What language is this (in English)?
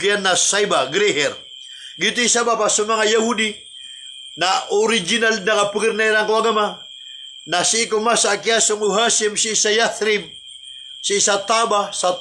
Maranao